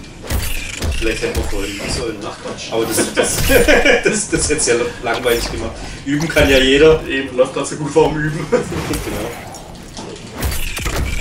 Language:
German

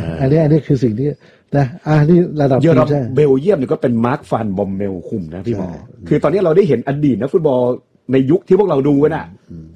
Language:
Thai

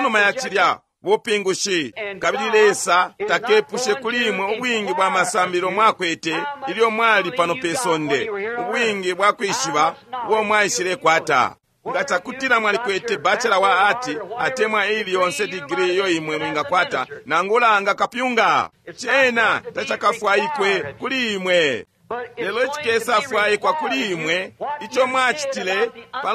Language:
Bemba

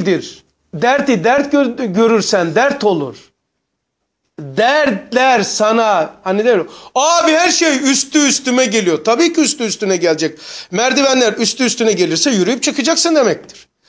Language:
Turkish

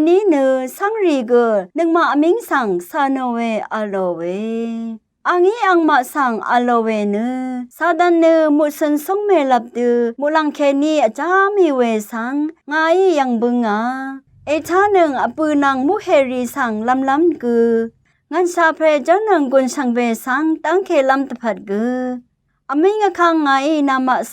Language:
Rawang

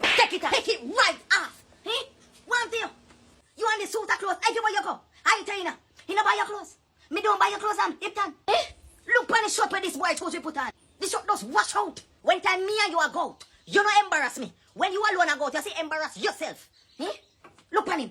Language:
Jamaican Creole English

